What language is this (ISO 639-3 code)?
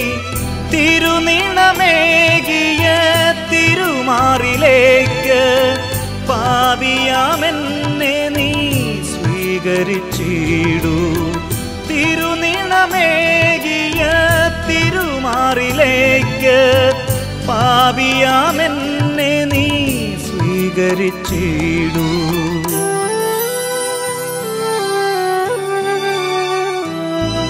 mal